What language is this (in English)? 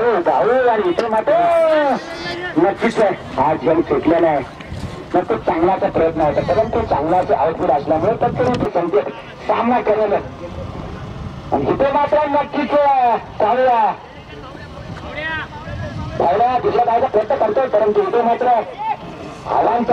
Marathi